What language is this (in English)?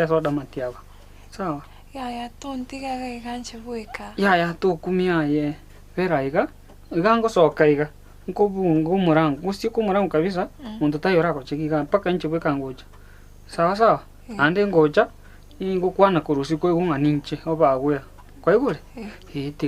Gusii